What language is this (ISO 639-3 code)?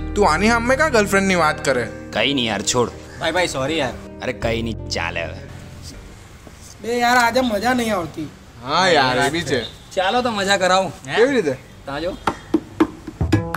guj